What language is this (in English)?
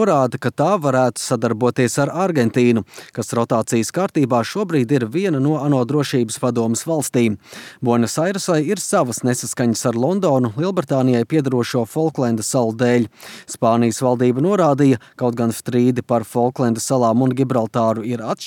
Latvian